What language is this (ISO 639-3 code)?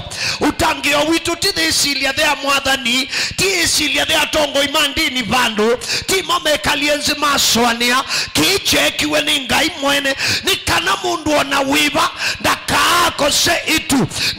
kam